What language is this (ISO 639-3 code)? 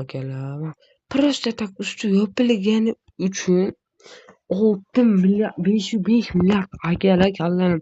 uzb